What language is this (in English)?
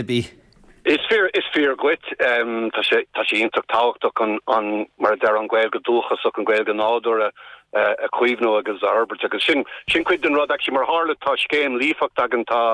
Irish